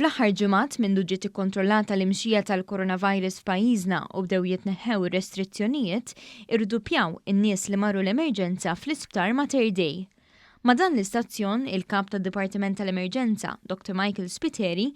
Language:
Maltese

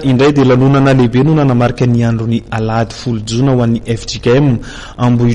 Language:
Malagasy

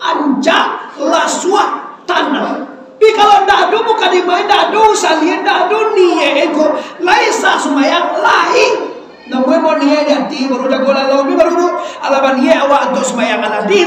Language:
Minangkabau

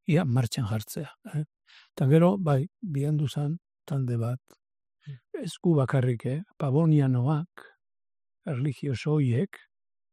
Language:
Basque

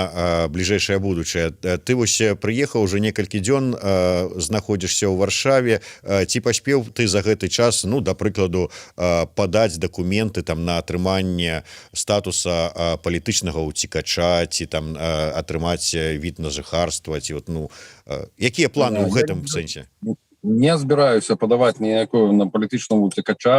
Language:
Belarusian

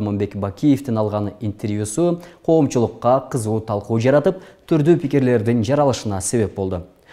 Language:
Kyrgyz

